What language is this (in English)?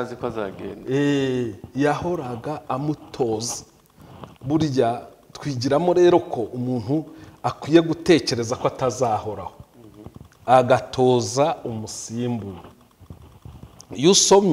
Kinyarwanda